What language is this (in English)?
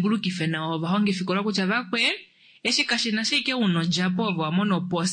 Kuanyama